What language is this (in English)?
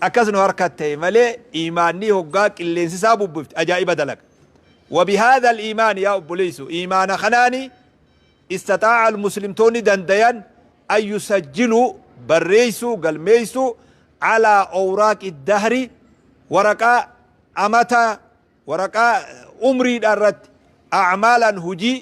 Oromo